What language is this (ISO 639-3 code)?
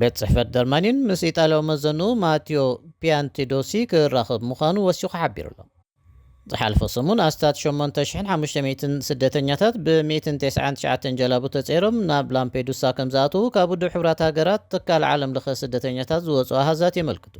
tir